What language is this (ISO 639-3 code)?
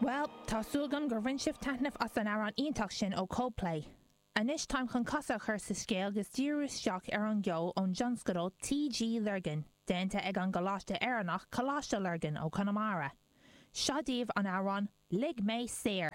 gle